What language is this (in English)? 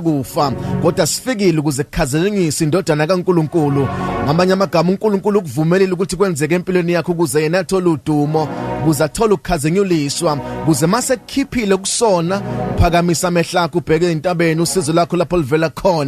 Zulu